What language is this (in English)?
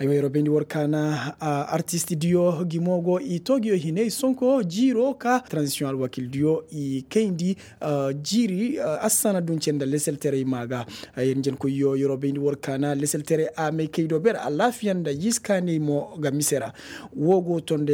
Koyraboro Senni